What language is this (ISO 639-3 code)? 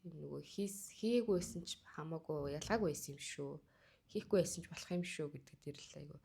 mon